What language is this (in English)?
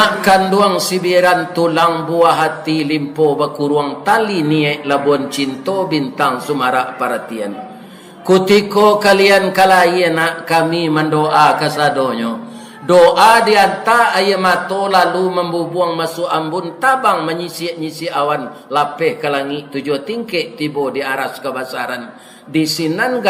Minangkabau